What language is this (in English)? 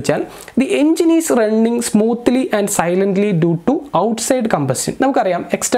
Malayalam